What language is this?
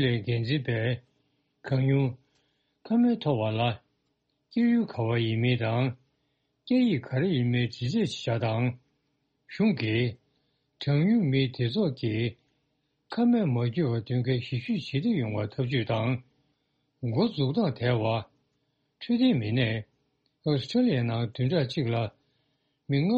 Tibetan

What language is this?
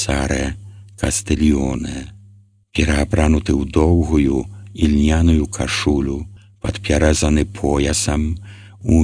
Belarusian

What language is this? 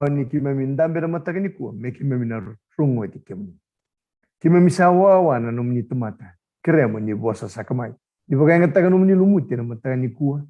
Fijian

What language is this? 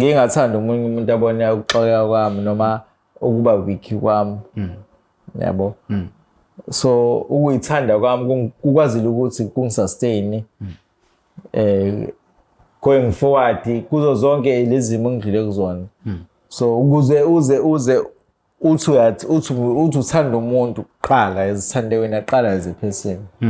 Zulu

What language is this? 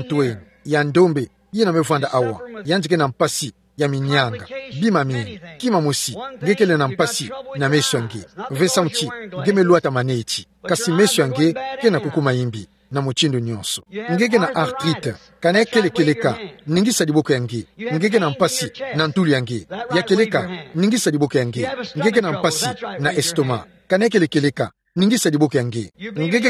Kituba (Democratic Republic of Congo)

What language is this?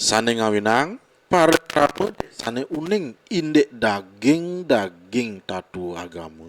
Balinese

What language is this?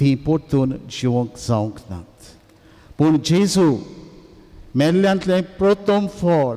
Konkani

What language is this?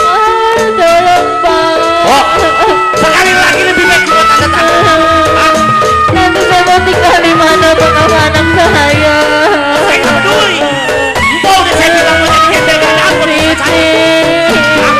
Betawi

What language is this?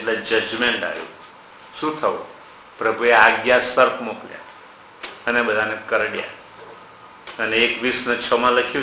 Gujarati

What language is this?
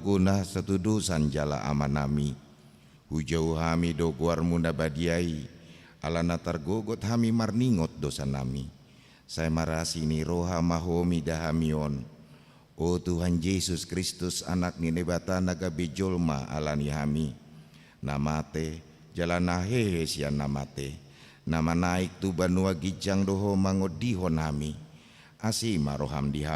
Batak Toba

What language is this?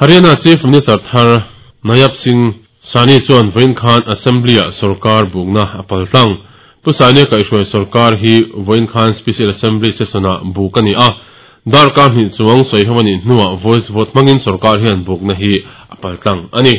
Mizo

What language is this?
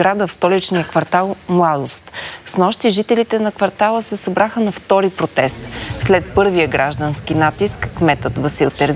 Bulgarian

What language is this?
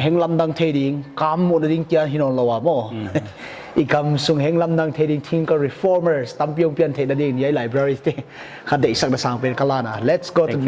Paite Chin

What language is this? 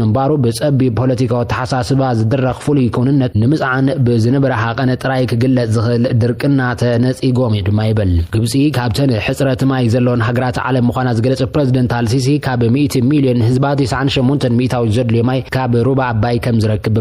Tigrinya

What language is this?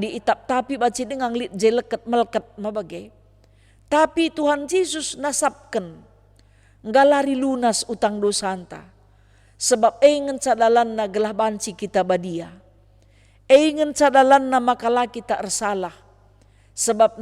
Batak Karo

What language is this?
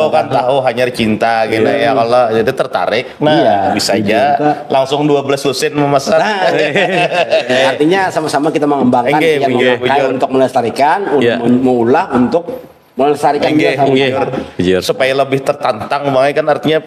Banjar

